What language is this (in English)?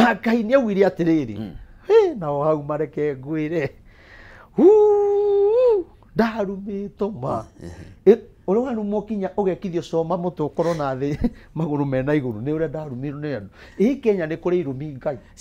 Kikuyu